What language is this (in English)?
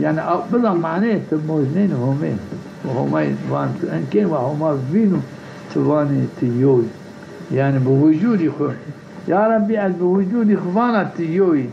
Zaza